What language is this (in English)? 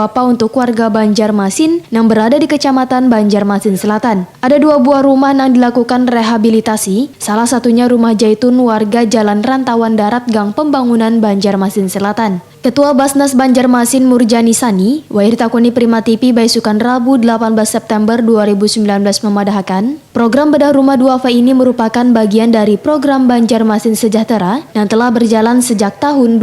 Banjar